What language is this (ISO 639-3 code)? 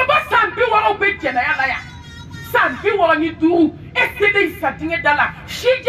bam